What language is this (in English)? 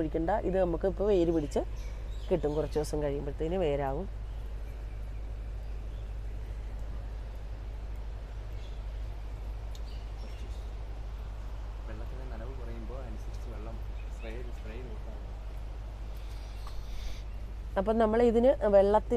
Malayalam